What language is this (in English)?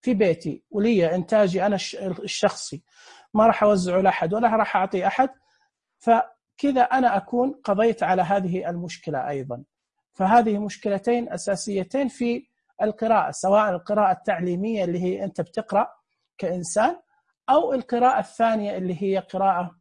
Najdi Arabic